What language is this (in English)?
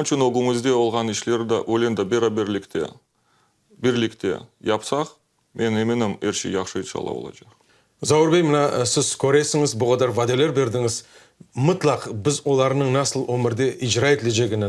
Crimean Tatar